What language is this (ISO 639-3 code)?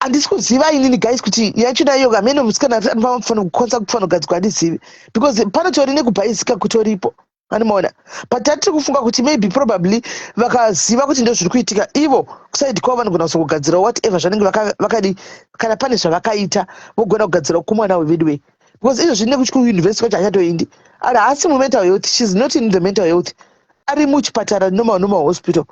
sna